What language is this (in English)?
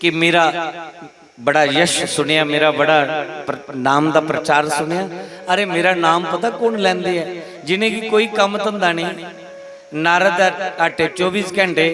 Dogri